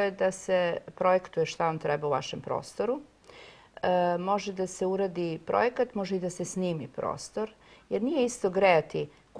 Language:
Serbian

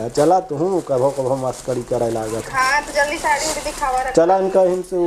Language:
Awadhi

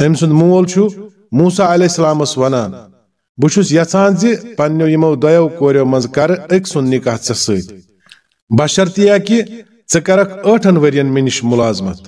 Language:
Kashmiri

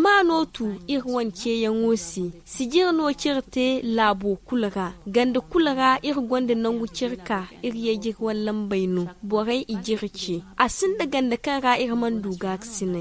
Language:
Zarma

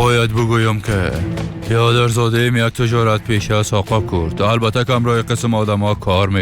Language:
Persian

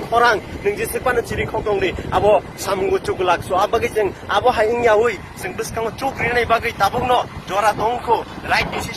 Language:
Kok Borok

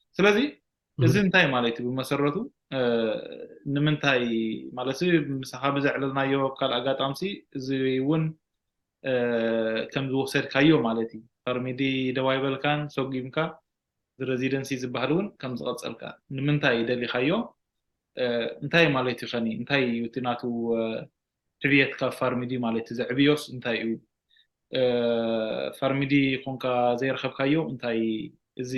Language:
Tigrinya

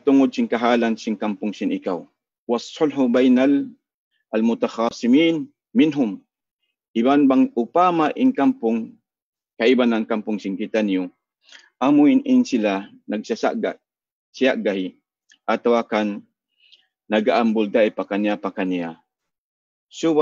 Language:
Tausug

